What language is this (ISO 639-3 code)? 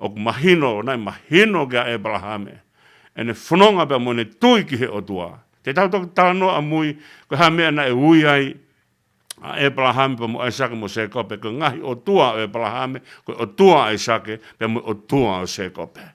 ton